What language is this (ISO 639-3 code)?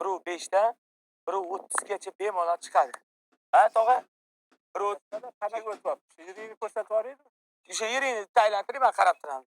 uzb